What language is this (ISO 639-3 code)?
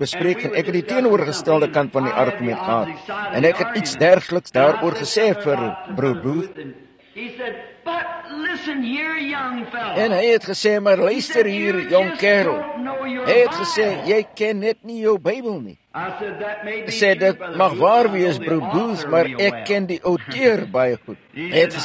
afr